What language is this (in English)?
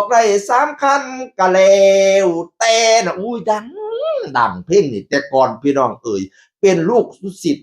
Northeastern Thai